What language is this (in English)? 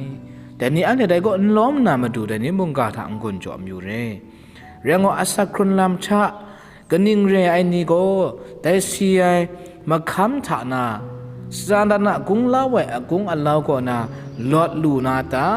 Kachin